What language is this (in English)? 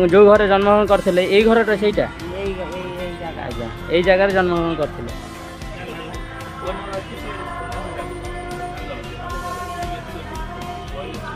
Odia